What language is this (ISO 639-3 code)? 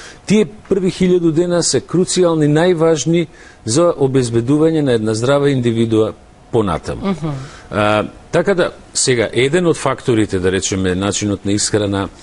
mkd